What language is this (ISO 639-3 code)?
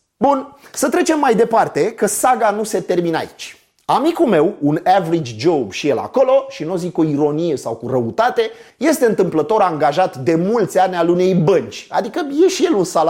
ron